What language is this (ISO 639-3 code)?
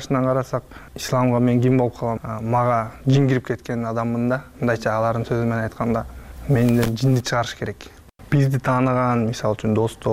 kir